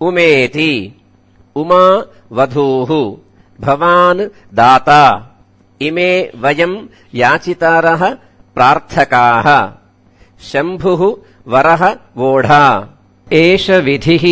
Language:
Sanskrit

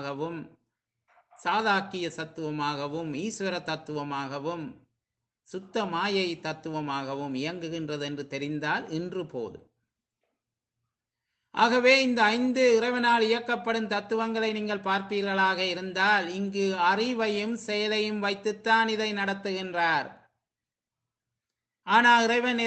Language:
Tamil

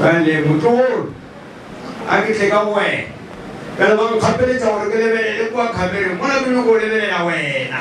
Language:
Northern Sotho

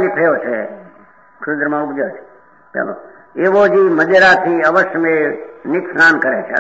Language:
Gujarati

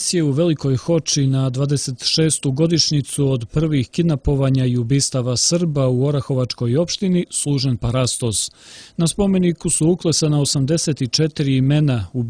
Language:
Serbian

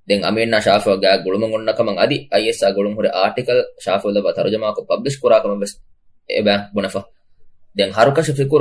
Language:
Divehi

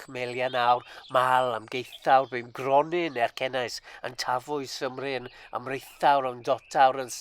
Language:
Welsh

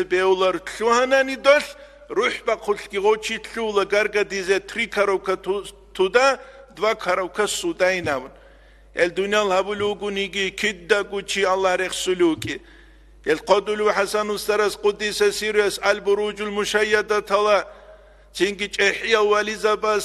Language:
Avaric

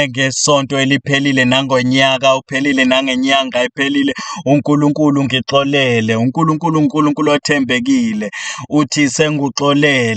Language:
Zulu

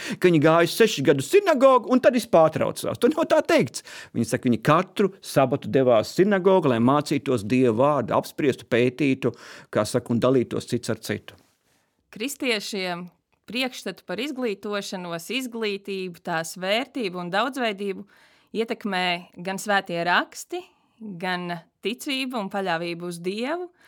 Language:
Latvian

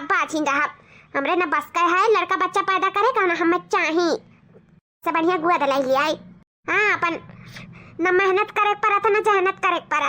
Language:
Awadhi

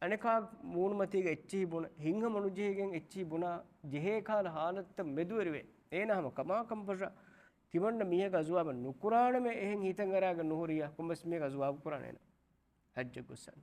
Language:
Divehi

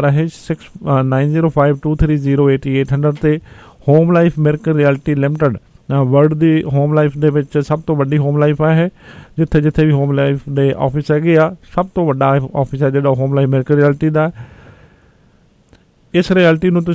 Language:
Punjabi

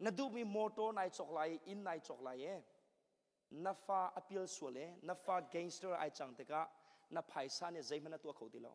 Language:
Hakha Chin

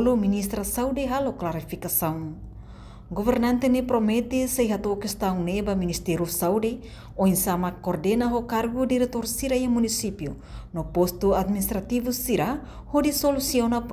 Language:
Tetum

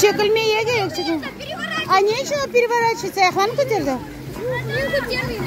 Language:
Crimean Tatar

